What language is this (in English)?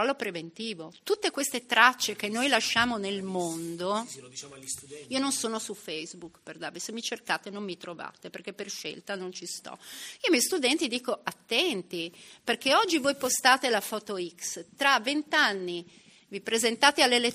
Italian